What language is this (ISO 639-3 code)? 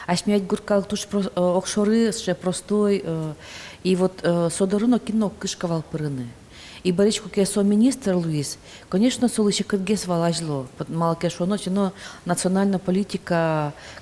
udm